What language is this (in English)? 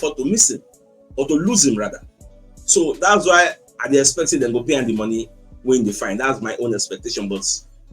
Nigerian Pidgin